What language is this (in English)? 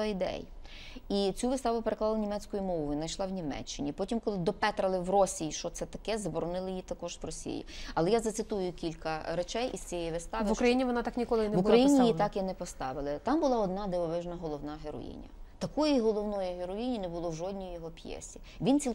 Ukrainian